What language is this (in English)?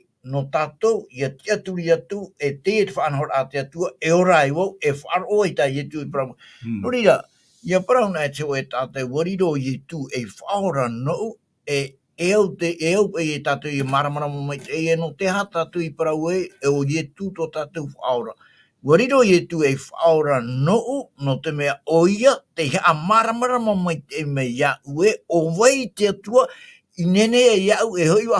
Tahitian